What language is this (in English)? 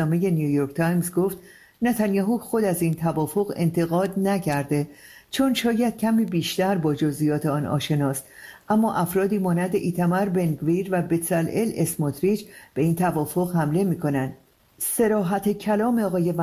Persian